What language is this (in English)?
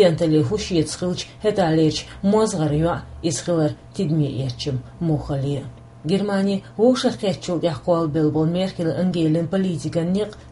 Chechen